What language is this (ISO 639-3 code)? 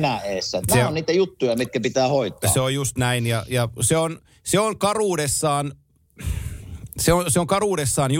fin